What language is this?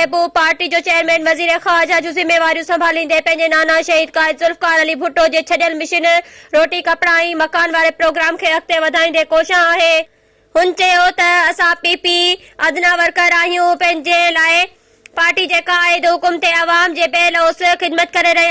Sindhi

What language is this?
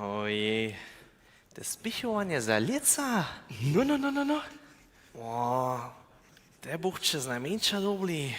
Upper Sorbian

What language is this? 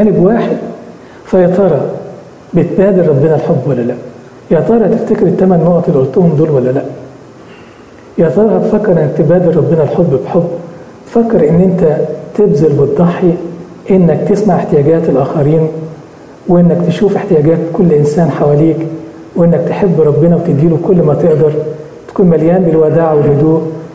Egyptian Arabic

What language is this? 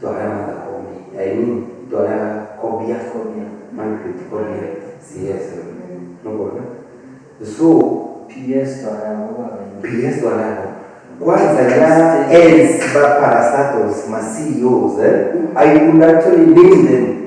Meru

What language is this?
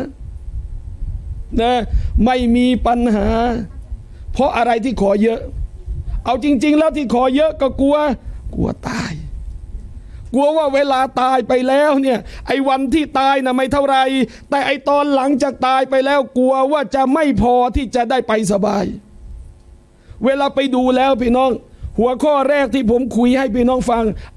Thai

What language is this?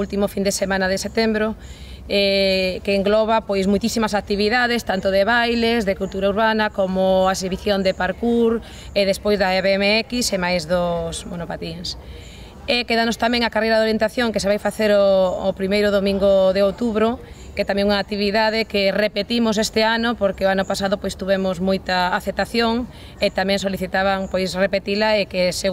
Galician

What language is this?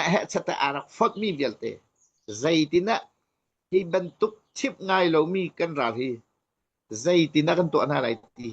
Hakha Chin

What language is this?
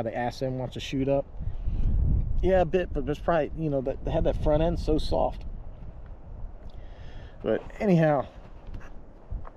English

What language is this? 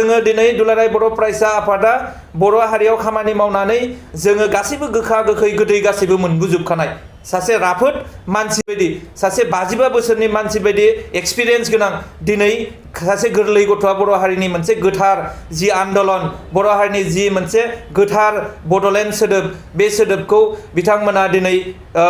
Bodo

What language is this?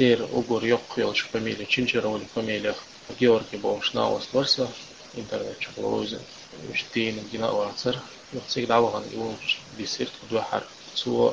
Chechen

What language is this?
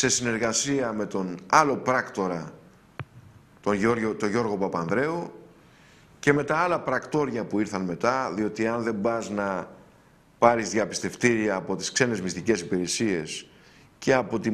Greek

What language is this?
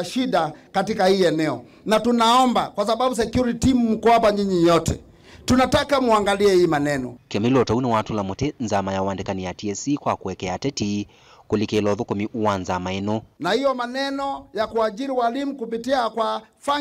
Kamba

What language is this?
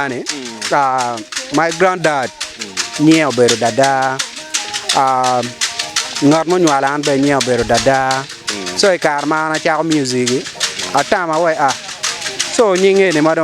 Acoli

